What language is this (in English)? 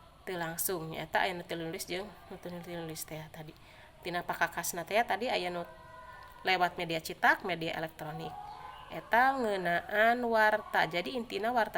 Sundanese